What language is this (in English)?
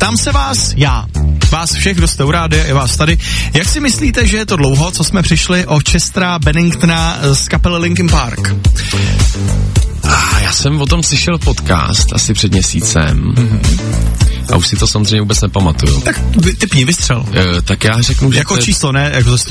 Czech